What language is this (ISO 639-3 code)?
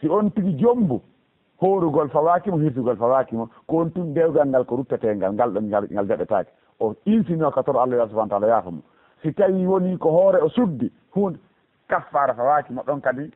ful